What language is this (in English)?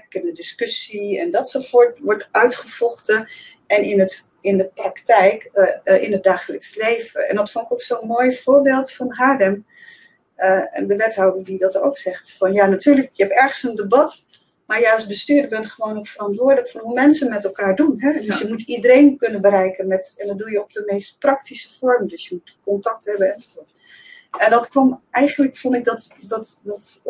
Dutch